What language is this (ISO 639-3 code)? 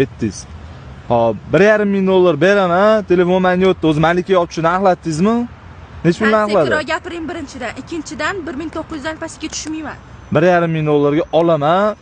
uzb